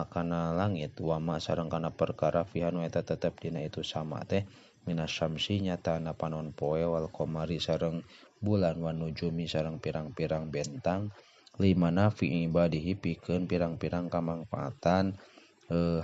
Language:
Sundanese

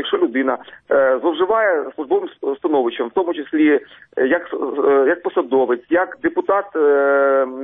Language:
Ukrainian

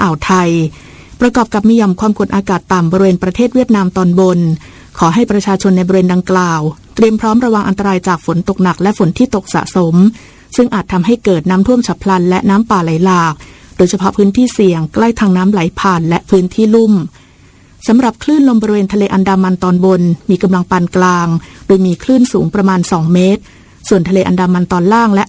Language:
Thai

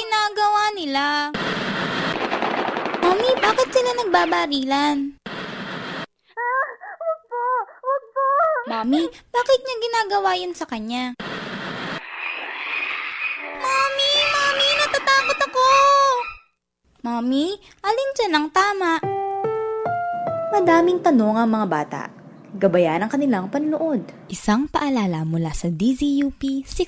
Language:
Filipino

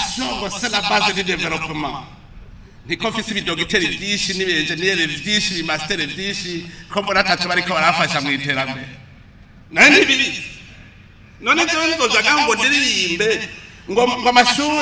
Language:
Rundi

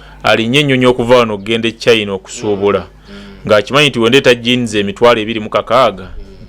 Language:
Ganda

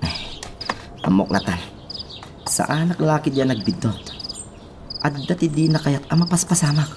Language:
Iloko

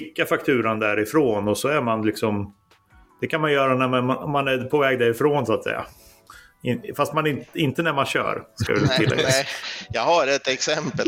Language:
Swedish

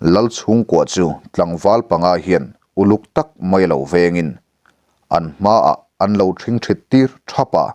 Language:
Mizo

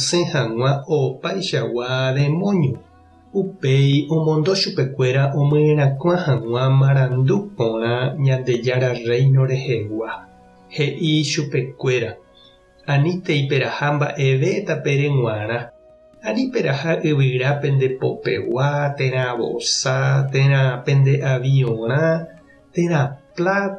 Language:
Guarani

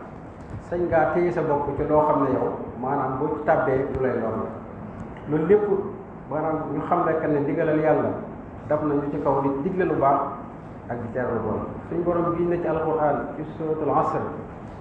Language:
Wolof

